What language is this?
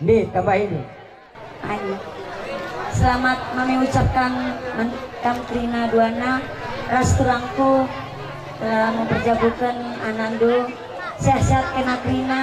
Batak Karo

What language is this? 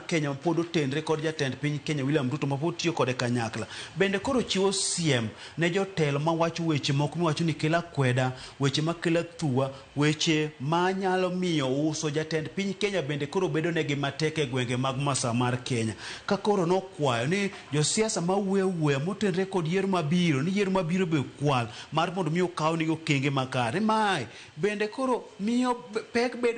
Luo (Kenya and Tanzania)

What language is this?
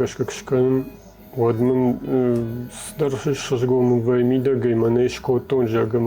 Ossetic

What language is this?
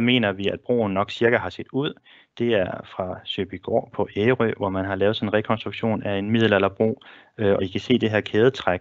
Danish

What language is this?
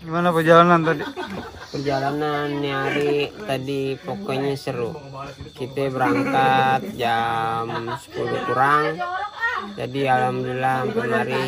Betawi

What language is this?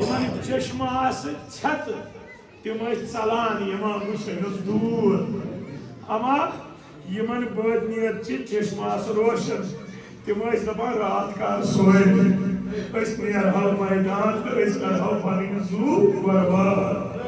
Kashmiri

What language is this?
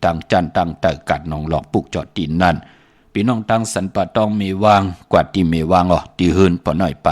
Shan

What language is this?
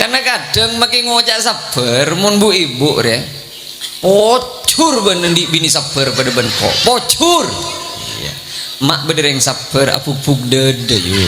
Madurese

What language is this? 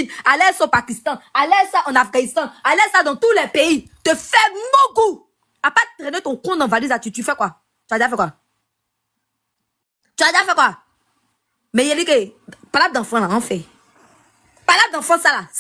French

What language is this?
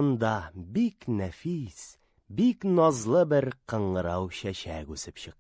Tatar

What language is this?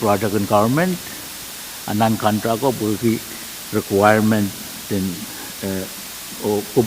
Pohnpeian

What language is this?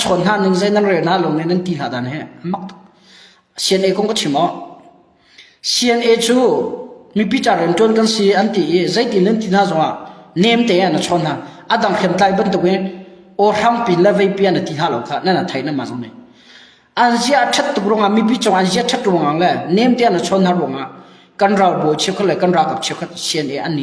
Hakha Chin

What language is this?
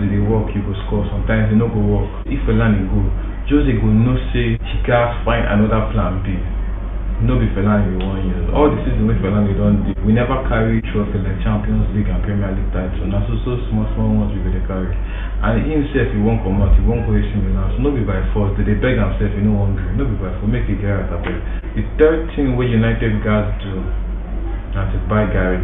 Nigerian Pidgin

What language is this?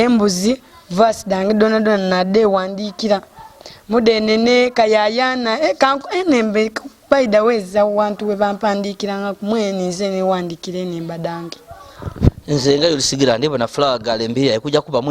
Ganda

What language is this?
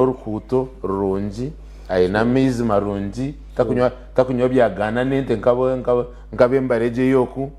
Nyankole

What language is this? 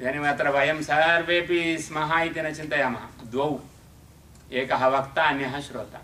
Sanskrit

